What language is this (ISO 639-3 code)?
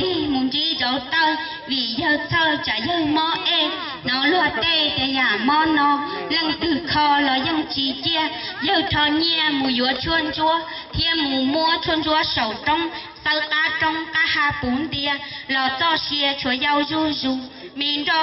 hmn